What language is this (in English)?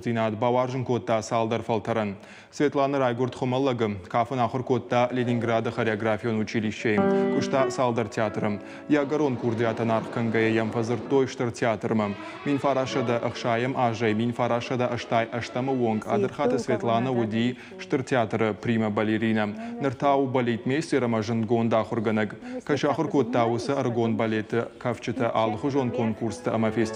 Ossetic